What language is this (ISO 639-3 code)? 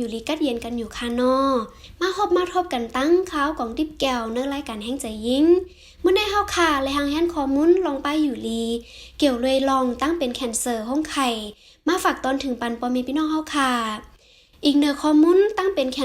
shn